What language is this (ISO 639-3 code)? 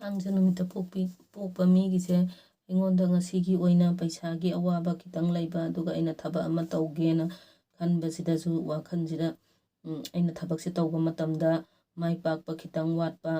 mni